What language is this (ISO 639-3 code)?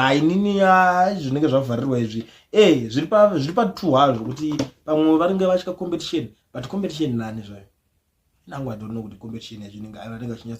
sna